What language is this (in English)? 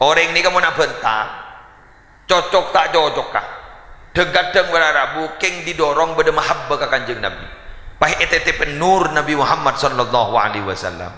Madurese